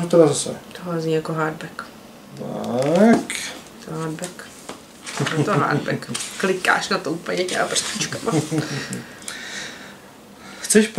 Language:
Czech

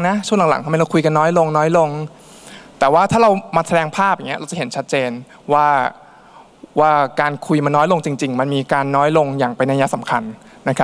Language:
Thai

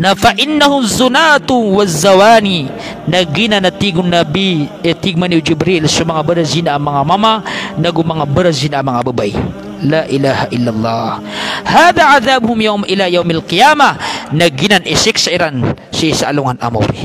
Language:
Maranao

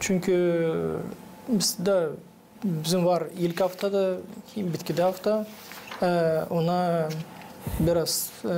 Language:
Gagauz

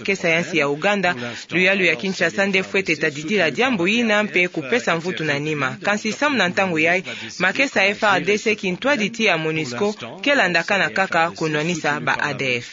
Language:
Kituba (Democratic Republic of Congo)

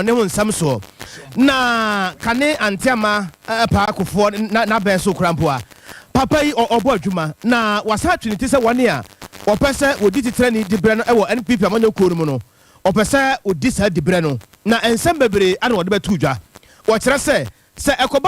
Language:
Akan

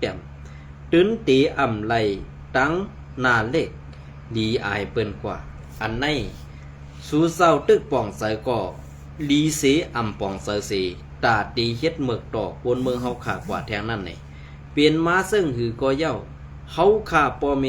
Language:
Shan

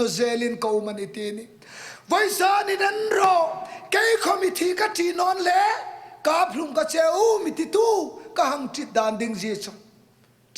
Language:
Hmar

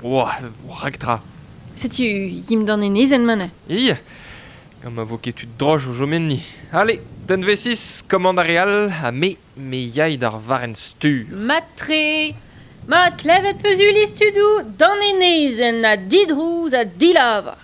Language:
Breton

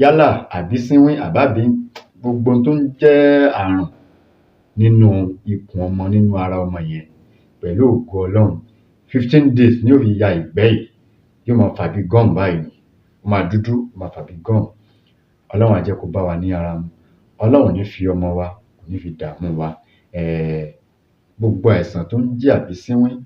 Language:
Yoruba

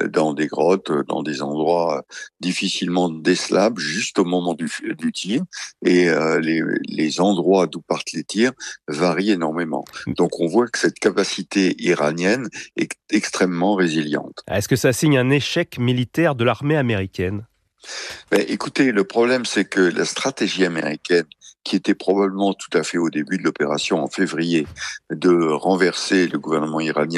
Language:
French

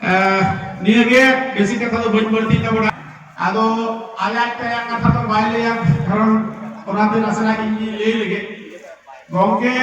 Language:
Santali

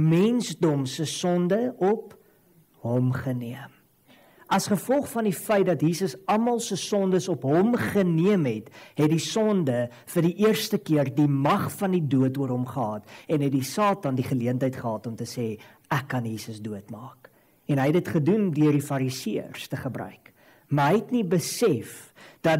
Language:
Afrikaans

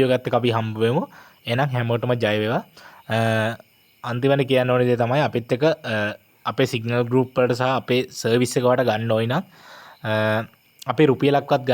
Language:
Sinhala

